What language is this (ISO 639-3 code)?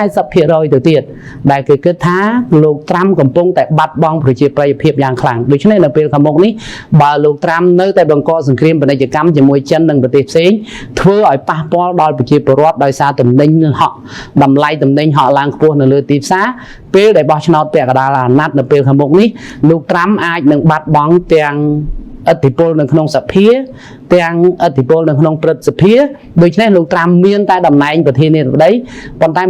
khm